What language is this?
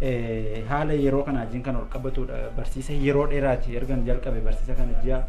Oromo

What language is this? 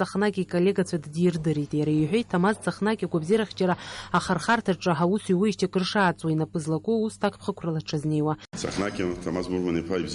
Abkhazian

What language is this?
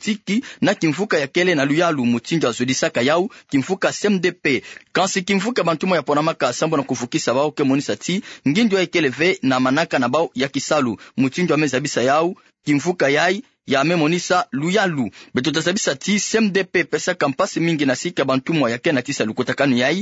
Kituba (Democratic Republic of Congo)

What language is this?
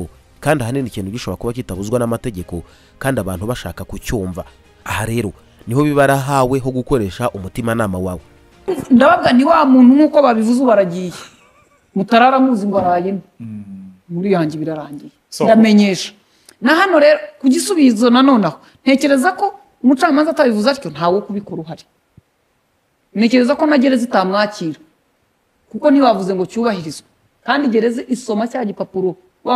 Kinyarwanda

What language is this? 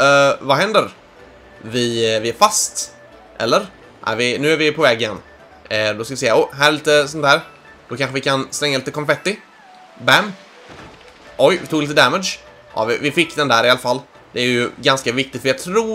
Swedish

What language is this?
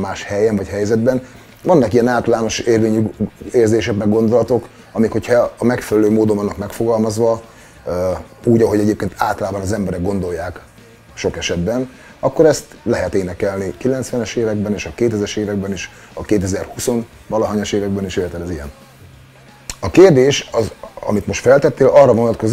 Hungarian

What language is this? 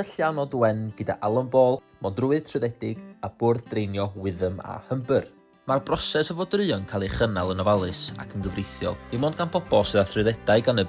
Welsh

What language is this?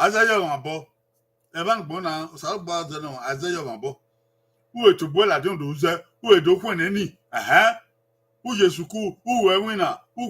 Bini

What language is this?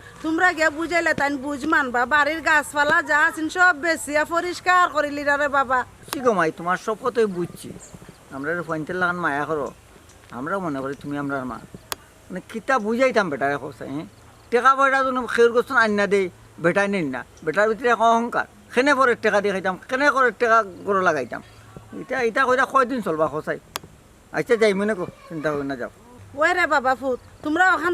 Sylheti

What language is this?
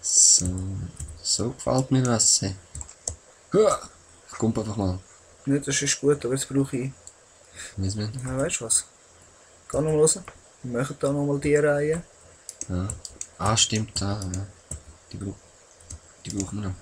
Swiss German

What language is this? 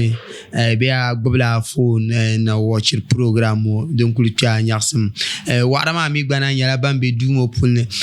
Dagbani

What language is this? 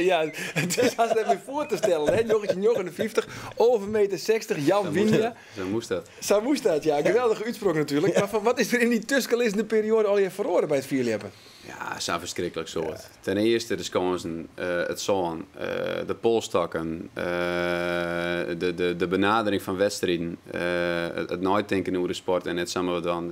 Western Frisian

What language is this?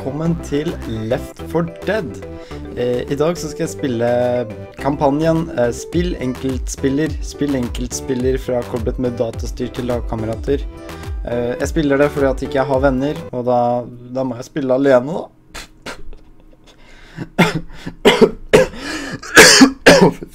Norwegian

